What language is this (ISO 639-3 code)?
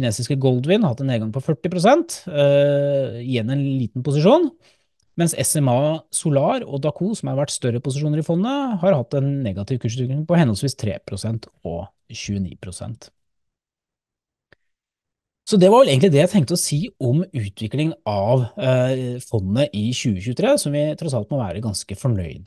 nor